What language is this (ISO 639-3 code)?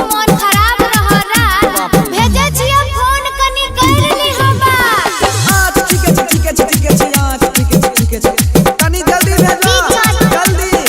mai